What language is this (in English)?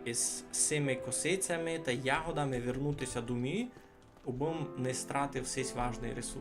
Rusyn